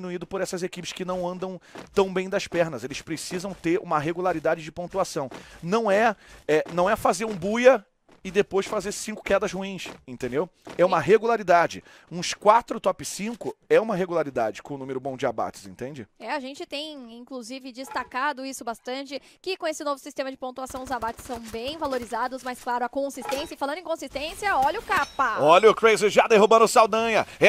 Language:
Portuguese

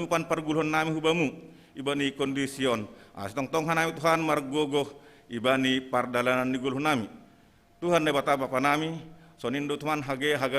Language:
Batak Simalungun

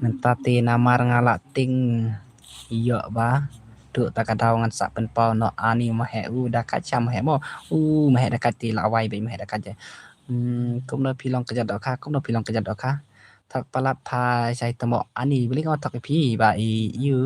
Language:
Khasi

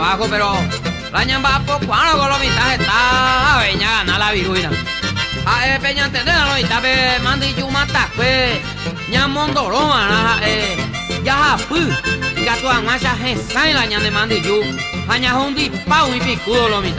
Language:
Guarani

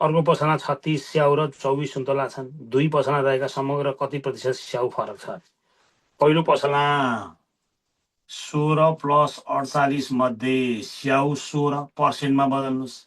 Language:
Nepali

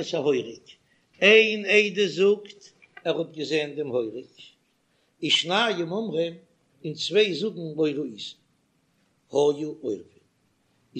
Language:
Yiddish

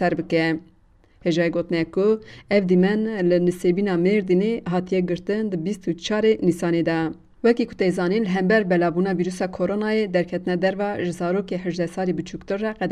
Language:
Kurdish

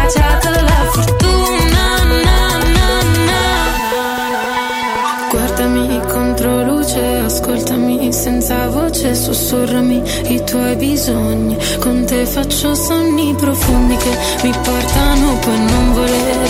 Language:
Italian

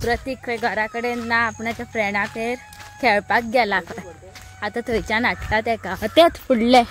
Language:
Konkani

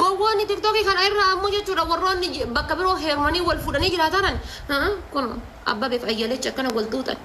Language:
Oromo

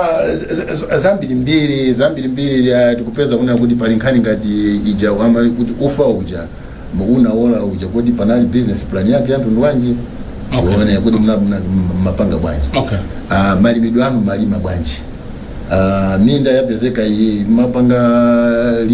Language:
Nyanja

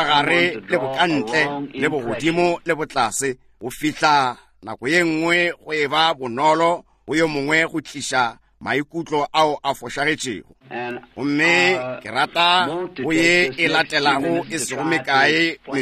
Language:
Northern Sotho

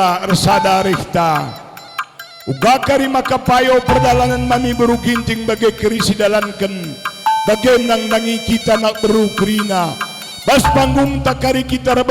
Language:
Batak Karo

